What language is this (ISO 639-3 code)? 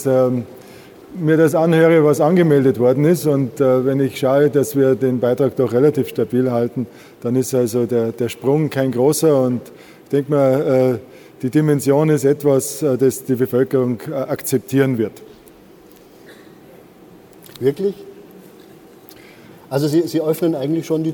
deu